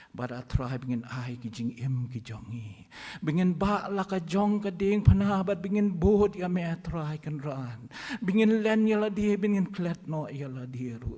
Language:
Khasi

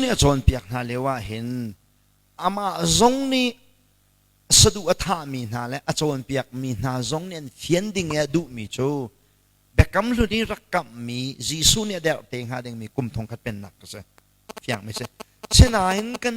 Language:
Hakha Chin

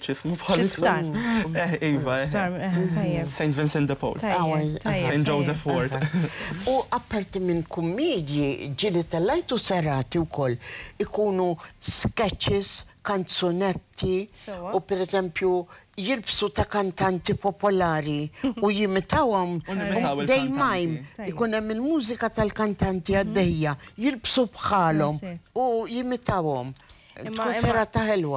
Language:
Maltese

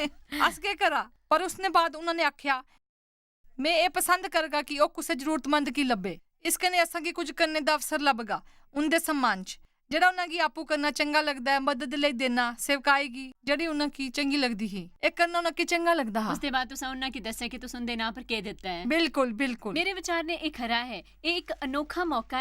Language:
Dogri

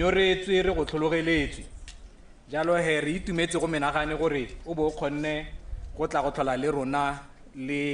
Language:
Tswana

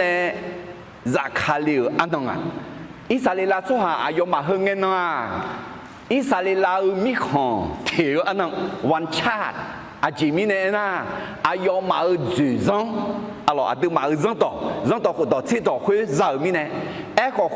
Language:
Akha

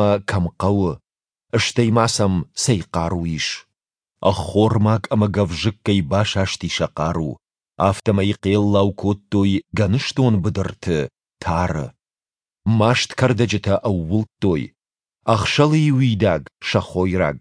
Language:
Ossetic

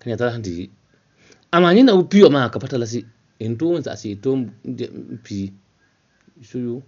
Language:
Dagbani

